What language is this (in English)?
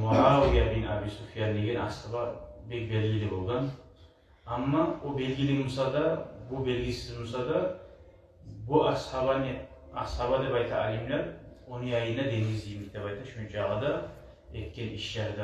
Kumyk